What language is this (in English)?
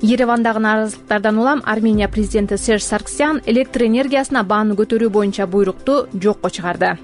Kyrgyz